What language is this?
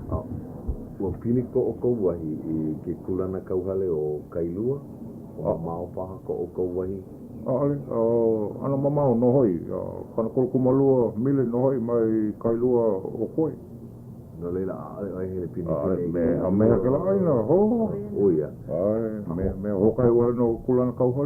Hawaiian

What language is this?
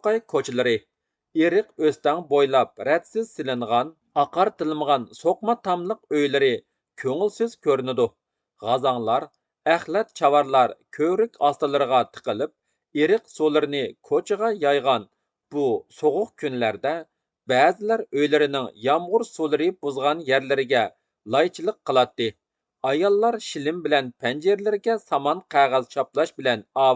Uyghur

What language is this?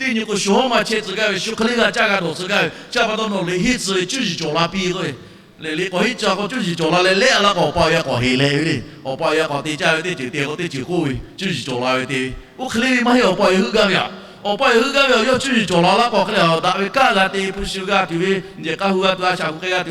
Lahu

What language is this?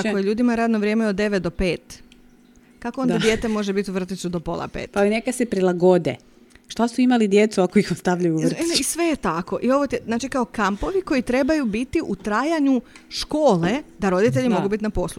Croatian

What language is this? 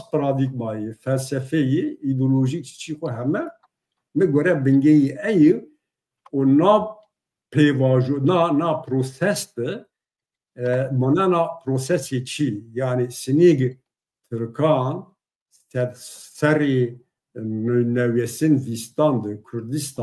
Zaza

